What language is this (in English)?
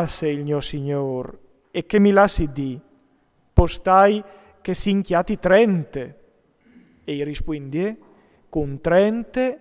Friulian